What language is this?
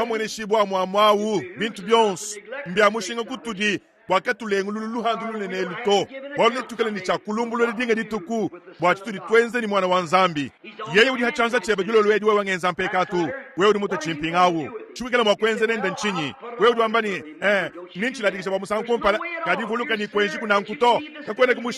Luba-Lulua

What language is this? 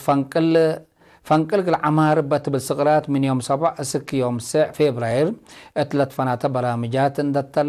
Tigre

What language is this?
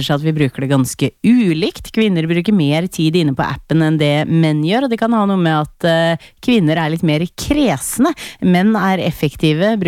Norwegian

